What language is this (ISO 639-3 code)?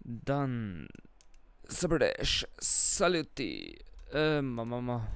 gsw